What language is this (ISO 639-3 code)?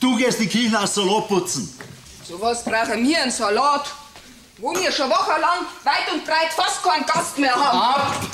bar